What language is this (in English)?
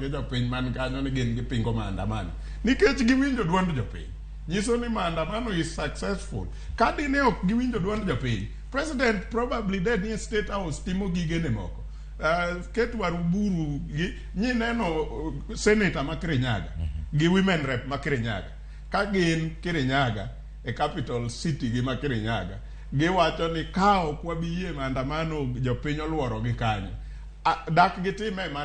Luo (Kenya and Tanzania)